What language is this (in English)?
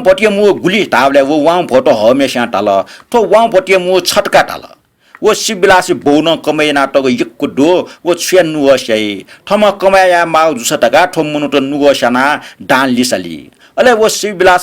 Newari